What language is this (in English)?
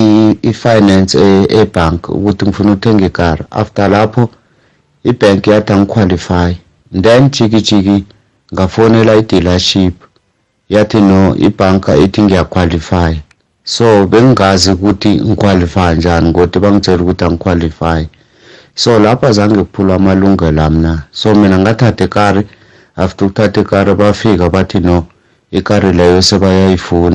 South Ndebele